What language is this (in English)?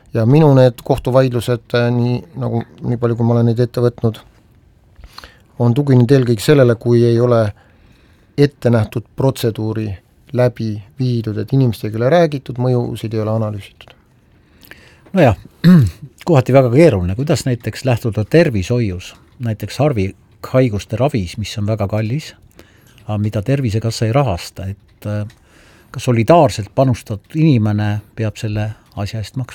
Estonian